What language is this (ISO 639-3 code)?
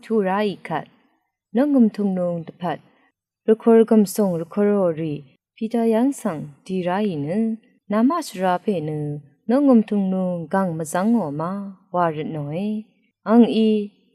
raw